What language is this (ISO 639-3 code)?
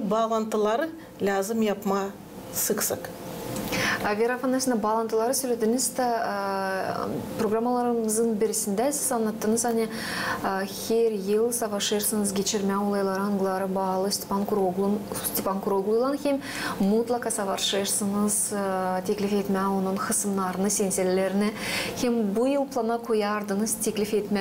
gag